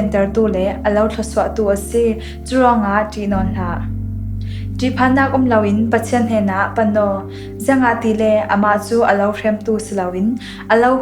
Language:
Falam Chin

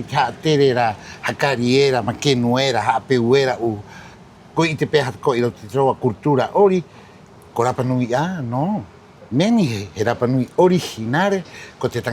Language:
Rapanui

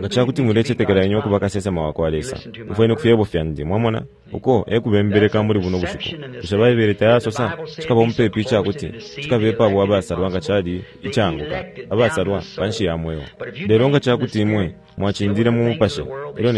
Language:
Bemba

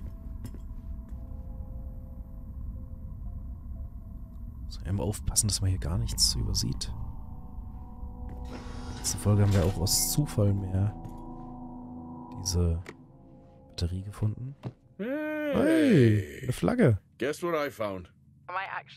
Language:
German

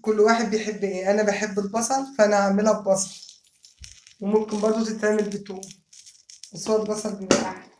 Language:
Egyptian Arabic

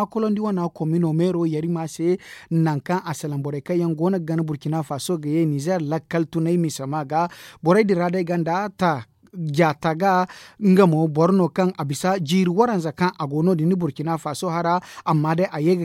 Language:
Zarma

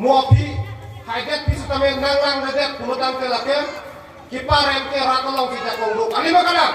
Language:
Karbi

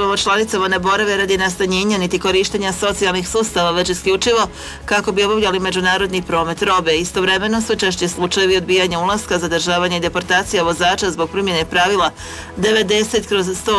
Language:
Croatian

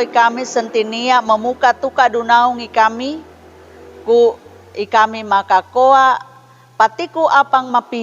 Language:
Sangir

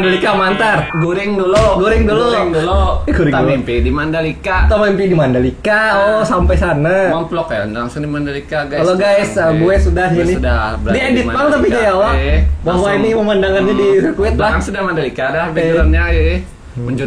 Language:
Banjar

